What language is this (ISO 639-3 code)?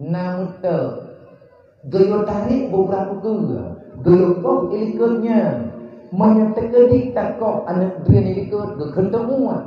ace